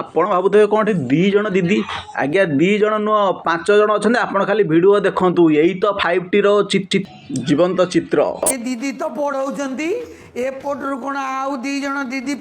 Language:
Odia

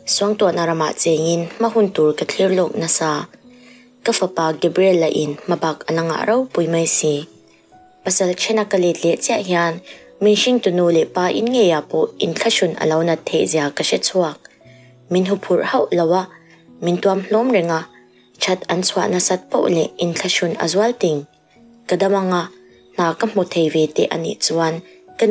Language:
Mizo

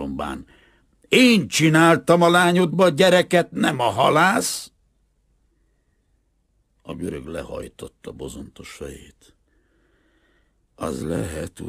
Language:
Hungarian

